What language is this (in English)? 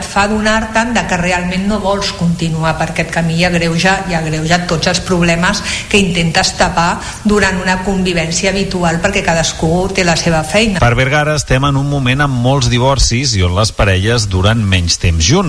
Catalan